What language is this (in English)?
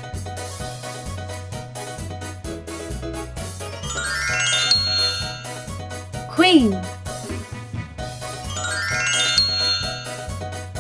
Vietnamese